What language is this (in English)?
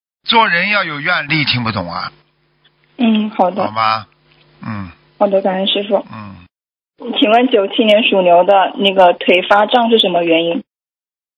Chinese